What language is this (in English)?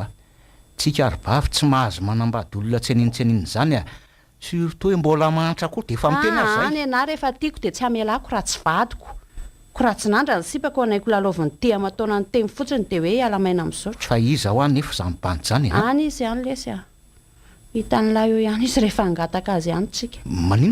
Malagasy